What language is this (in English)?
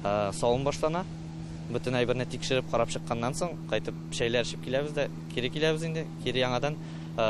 Tatar